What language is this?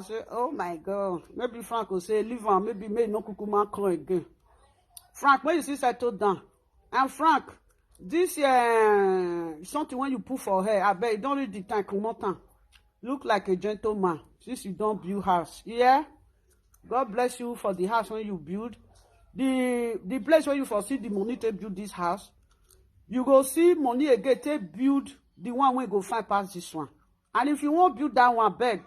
Nigerian Pidgin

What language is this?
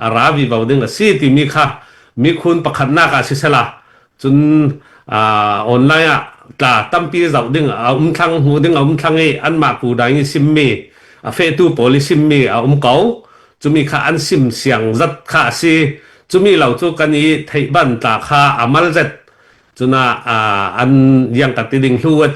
Hakha Chin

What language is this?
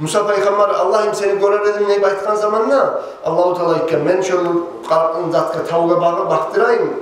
Kumyk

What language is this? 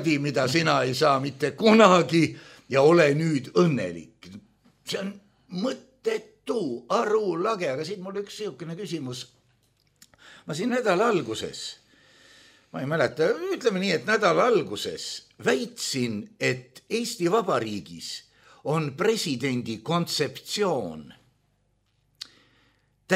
Estonian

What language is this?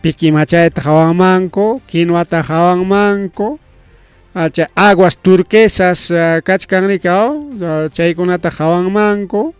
Ayacucho Quechua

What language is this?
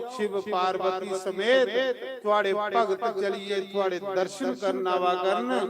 Dogri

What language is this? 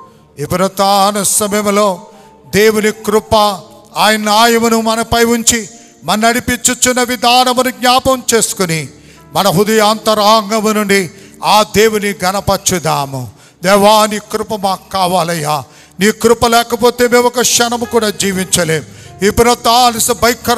Telugu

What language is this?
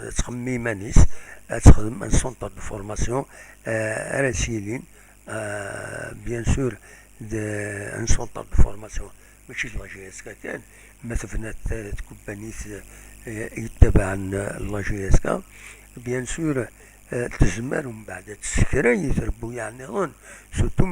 Kabyle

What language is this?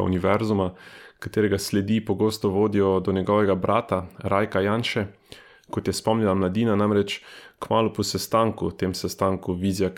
Slovenian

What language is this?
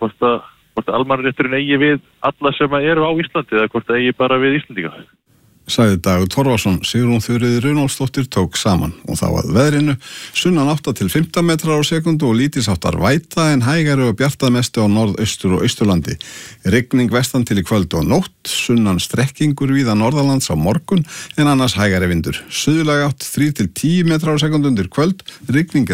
Icelandic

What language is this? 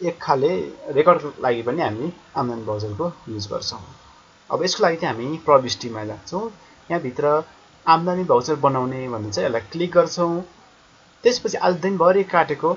Nepali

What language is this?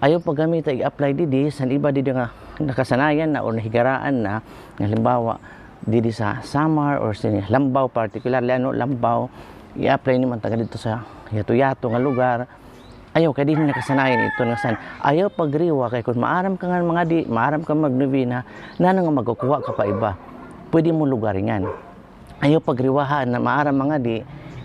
Waray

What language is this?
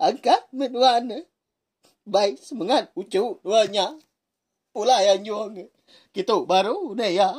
Iban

